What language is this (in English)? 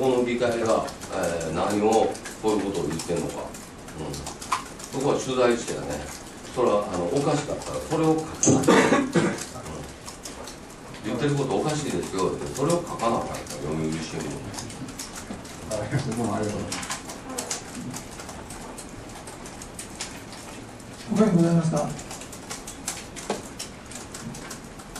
Japanese